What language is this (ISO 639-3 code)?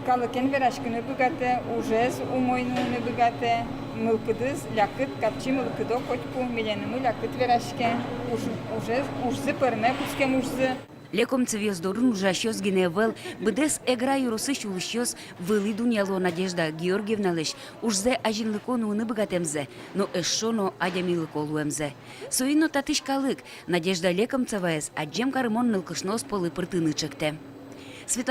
udm